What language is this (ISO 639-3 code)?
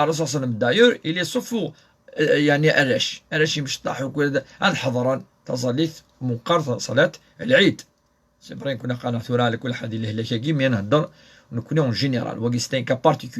kab